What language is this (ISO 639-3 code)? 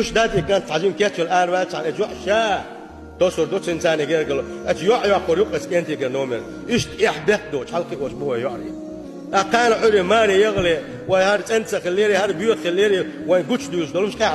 che